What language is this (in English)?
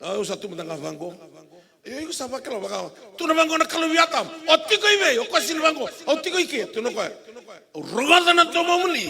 Fijian